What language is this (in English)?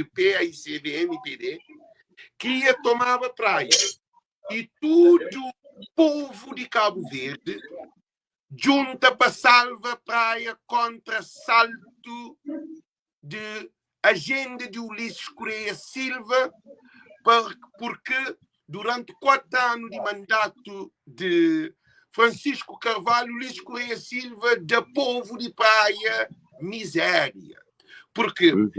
Kabuverdianu